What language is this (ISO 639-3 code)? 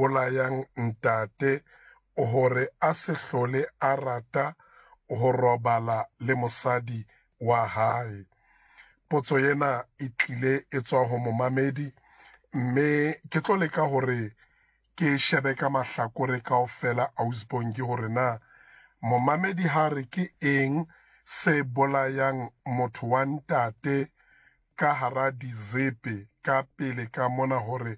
sot